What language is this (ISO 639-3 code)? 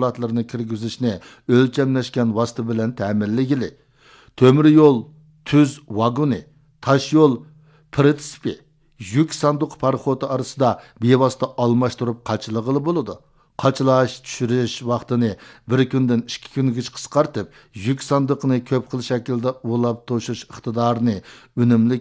uig